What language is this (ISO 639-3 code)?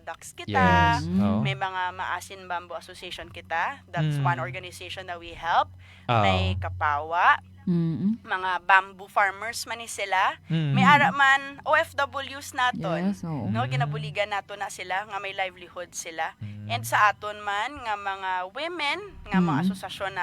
hil